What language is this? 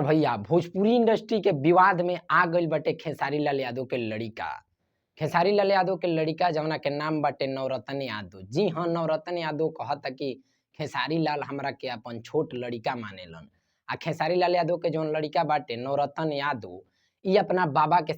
Bhojpuri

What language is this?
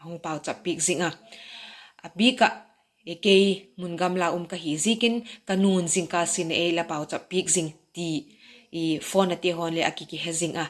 Vaiphei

